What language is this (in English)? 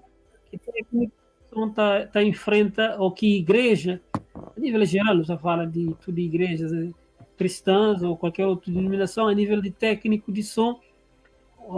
Kabuverdianu